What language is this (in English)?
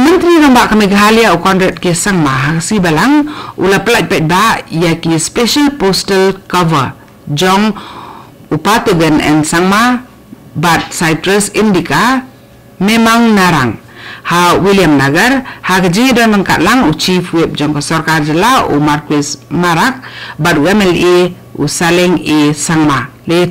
Khasi